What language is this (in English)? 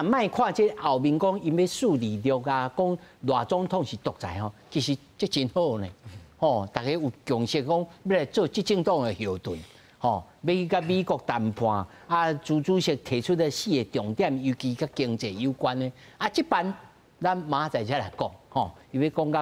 Min Nan Chinese